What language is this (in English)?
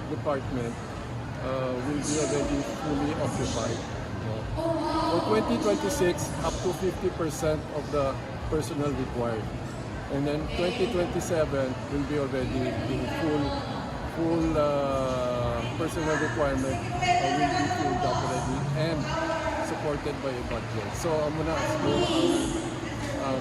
Hiligaynon